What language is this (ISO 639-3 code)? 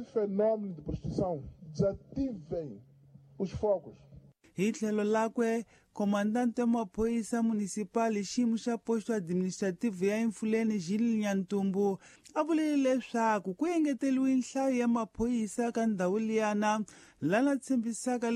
tso